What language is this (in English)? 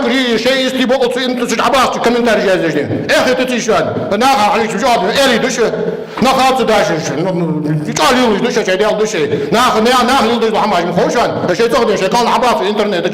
Ingush